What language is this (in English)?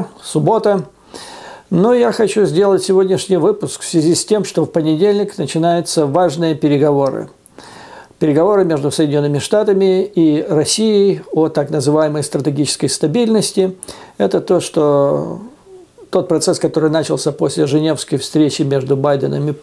Russian